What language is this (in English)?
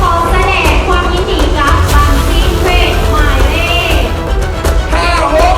Lao